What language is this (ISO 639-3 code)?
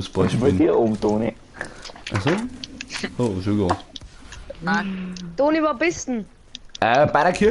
bar